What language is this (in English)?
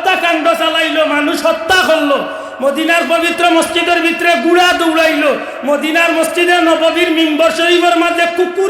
Sylheti